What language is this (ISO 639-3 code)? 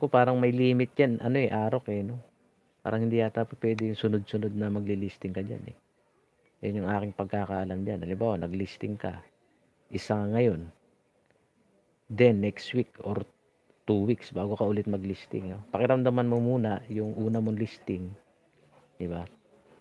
fil